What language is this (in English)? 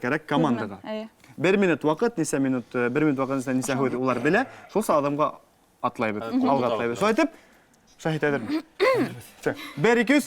Bashkir